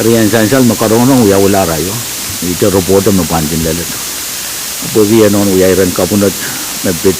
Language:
Pohnpeian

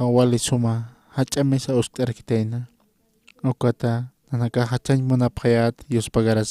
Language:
Aymara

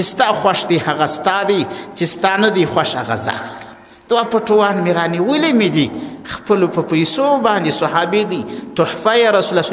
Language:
Pashto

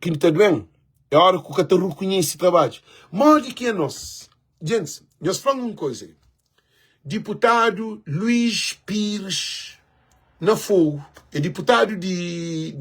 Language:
Kabuverdianu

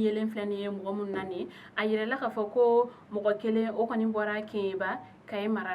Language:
Bambara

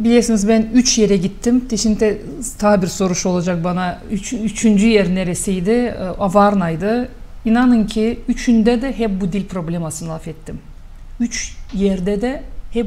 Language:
Gagauz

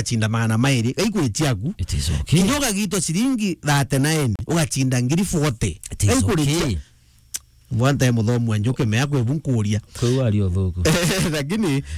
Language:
Meru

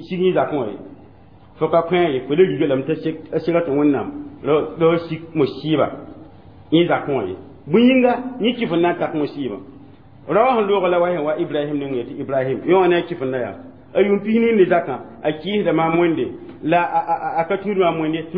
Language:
Mossi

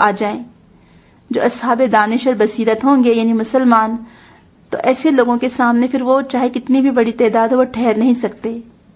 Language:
Urdu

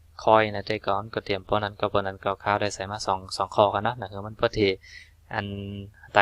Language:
Shan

